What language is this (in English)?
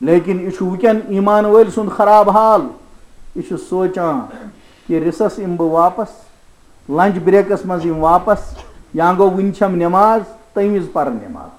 Kashmiri